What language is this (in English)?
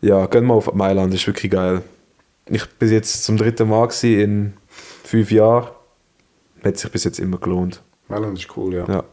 Swiss German